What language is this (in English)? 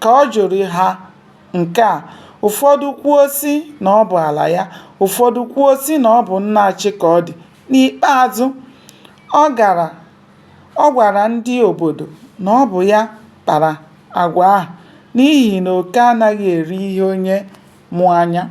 Igbo